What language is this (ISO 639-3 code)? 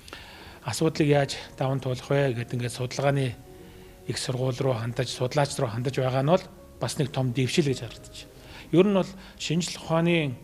mon